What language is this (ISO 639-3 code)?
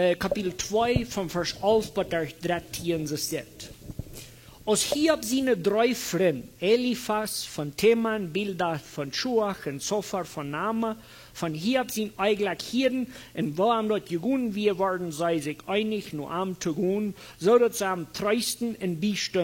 pdt